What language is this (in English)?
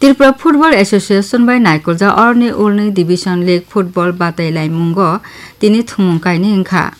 Kok Borok